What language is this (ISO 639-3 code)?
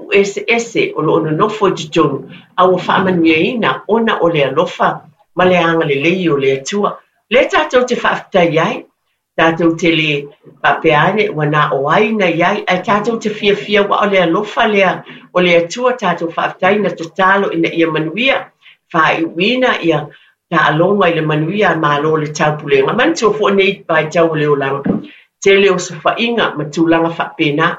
smo